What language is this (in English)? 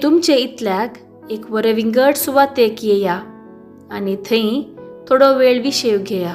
Konkani